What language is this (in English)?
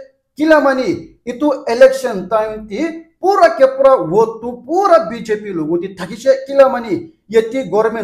Naga Pidgin